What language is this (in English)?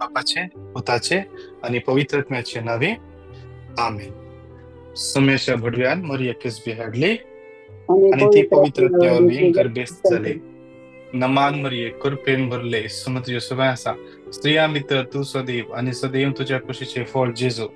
Konkani